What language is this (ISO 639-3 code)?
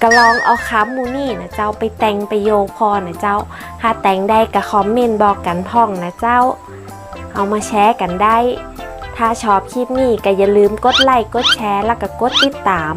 nod